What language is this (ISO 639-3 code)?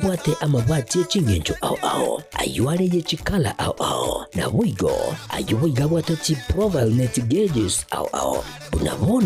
guz